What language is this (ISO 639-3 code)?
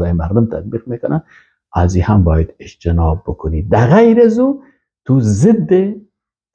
fas